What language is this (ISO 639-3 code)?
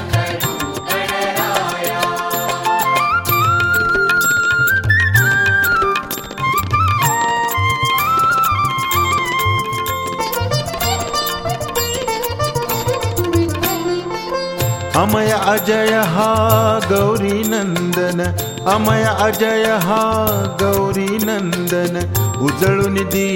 mar